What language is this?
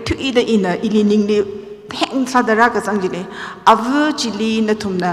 Tangkhul Naga (India)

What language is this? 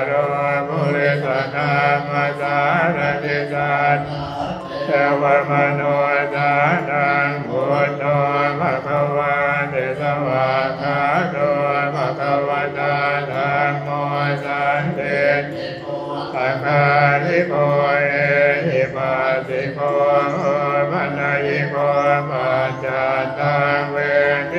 Pali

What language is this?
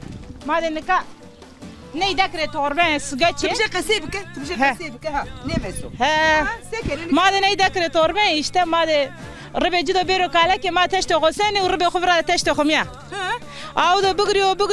Zaza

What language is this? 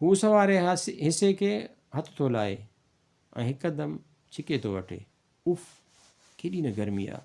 Sindhi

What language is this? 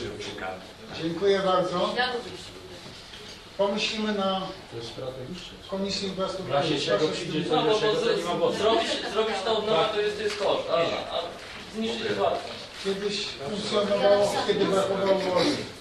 Polish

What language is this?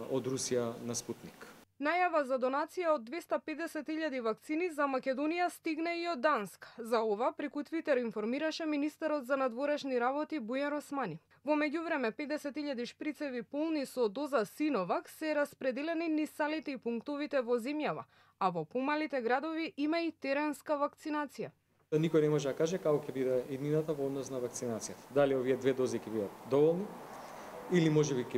Macedonian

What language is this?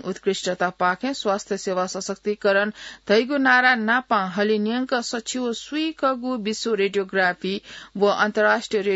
Newari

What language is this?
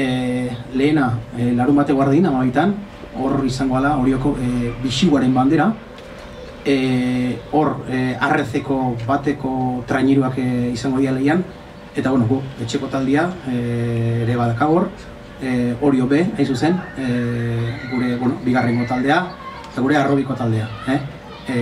Basque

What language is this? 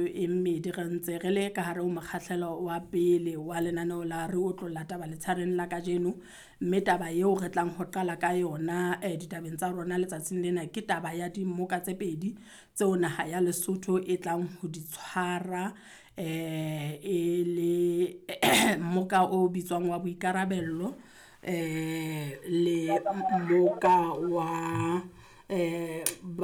Southern Sotho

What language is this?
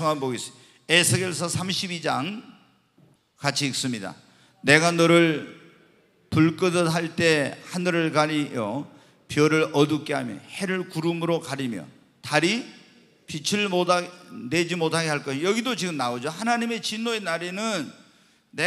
Korean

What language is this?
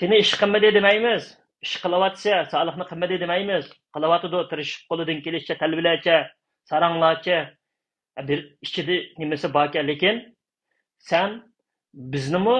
Uyghur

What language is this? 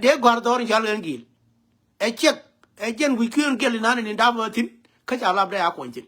Nuer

